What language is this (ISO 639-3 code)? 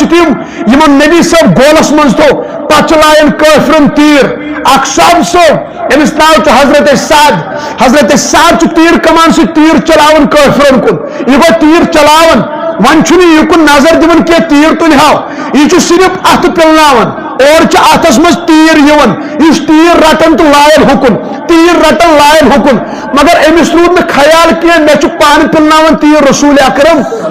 kas